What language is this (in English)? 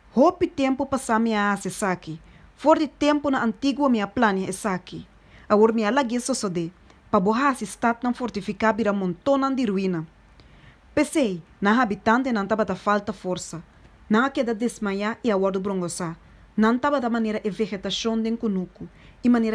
Papiamento